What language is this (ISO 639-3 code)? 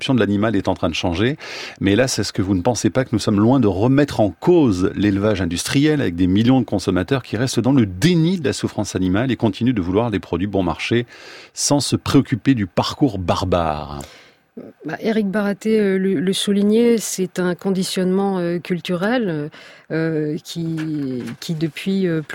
fra